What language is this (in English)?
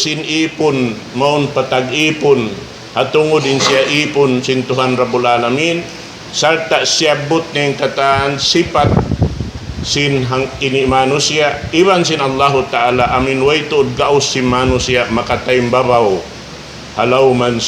Tausug